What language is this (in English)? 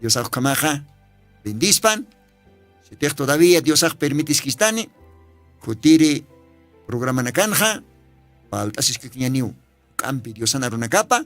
Aymara